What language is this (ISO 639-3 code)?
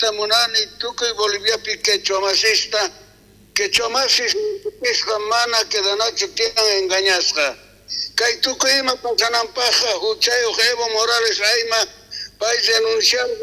quh